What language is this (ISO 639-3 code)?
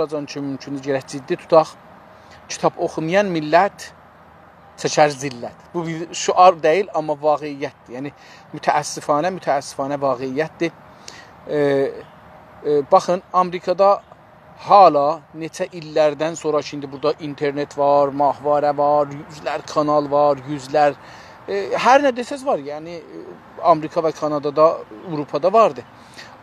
azb